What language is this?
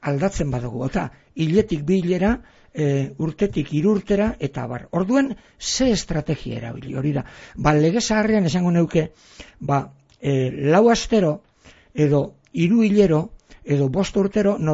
Basque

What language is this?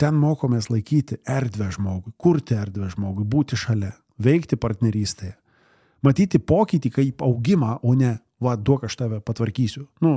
Lithuanian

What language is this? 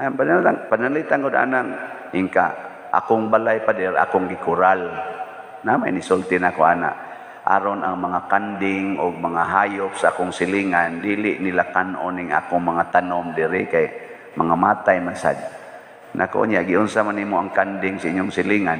Cebuano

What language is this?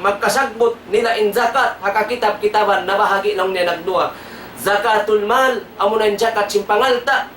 Tausug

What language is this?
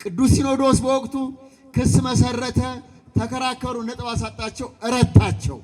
Amharic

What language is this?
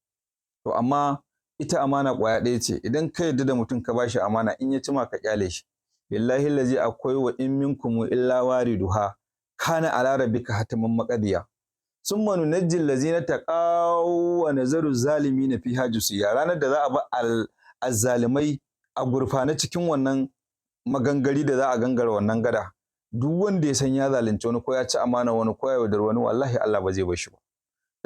Hausa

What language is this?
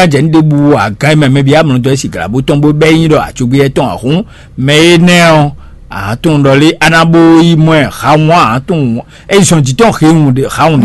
Fon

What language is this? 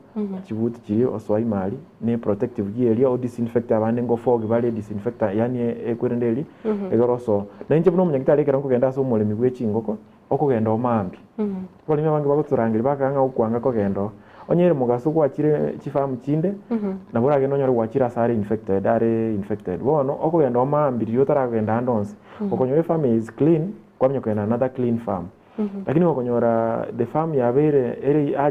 Gusii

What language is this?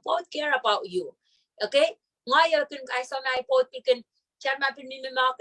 Pohnpeian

